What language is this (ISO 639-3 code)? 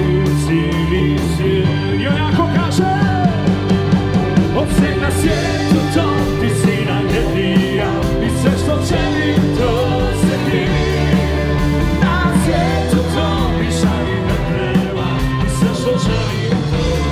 hrv